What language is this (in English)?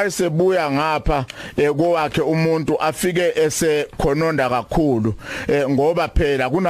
Zulu